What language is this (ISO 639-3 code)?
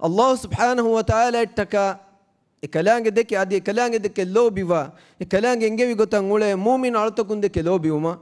div